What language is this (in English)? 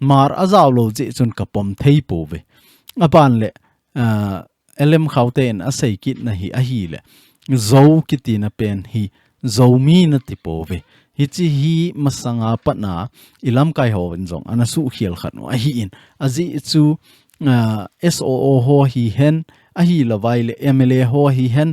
Thado Chin